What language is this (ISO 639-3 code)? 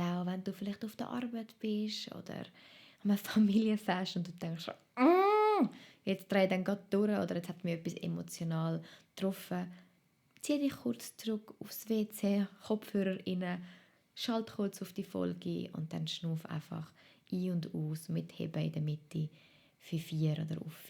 gsw